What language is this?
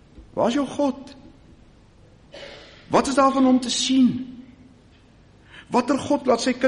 Afrikaans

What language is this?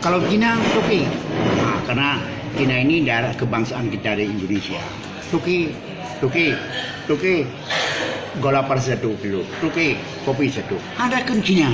Achinese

